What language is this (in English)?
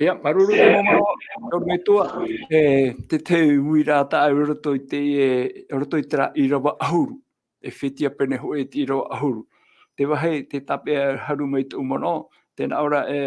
Tahitian